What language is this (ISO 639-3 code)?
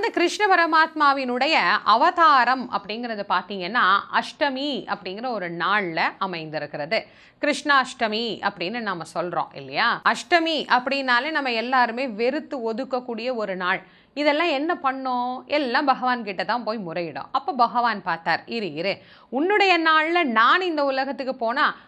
tam